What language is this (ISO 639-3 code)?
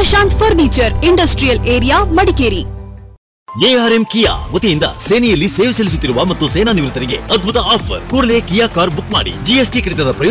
kan